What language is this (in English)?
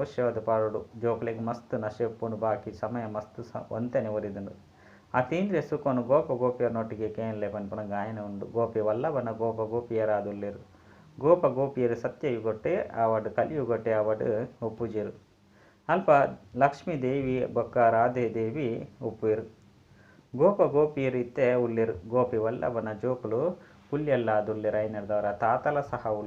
Tulu